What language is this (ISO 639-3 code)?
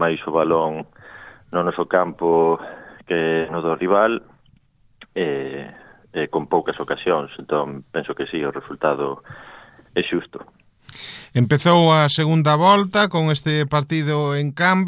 glg